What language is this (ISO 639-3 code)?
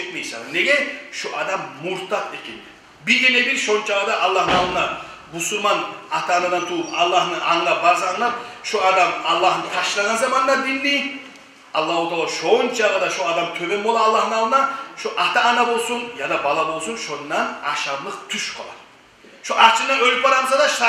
kum